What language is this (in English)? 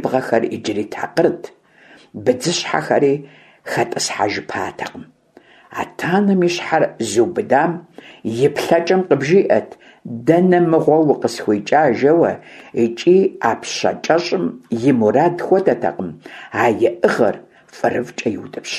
Kabardian